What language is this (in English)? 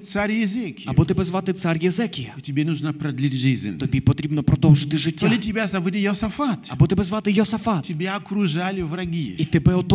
Ukrainian